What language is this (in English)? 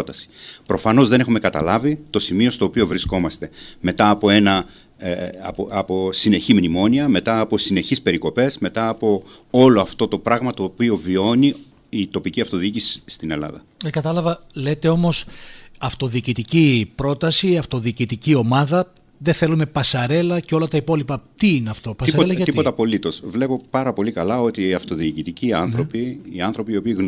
Greek